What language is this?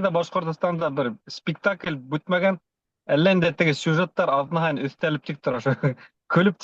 Bashkir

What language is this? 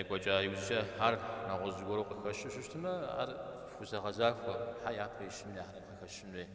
Kabardian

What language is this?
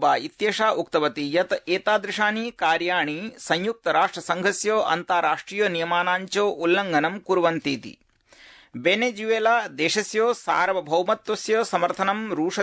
Sanskrit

